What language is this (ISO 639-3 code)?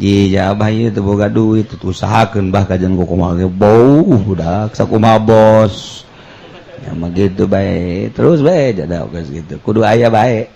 sun